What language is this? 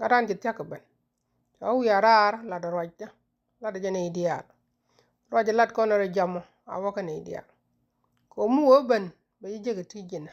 Nuer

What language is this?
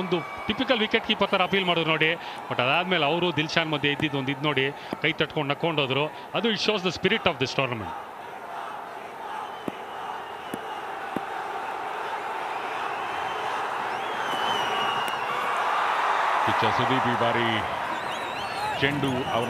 Kannada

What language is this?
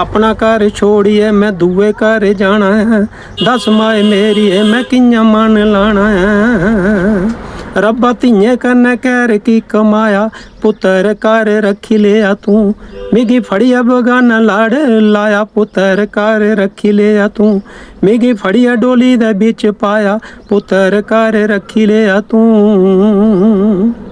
Dogri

